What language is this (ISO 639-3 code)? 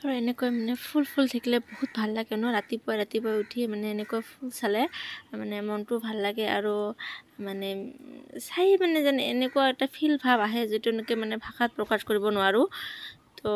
asm